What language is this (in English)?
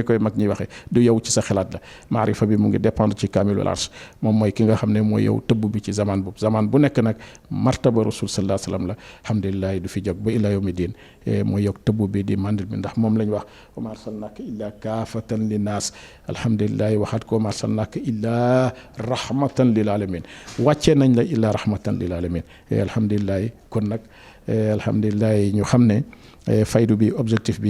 Wolof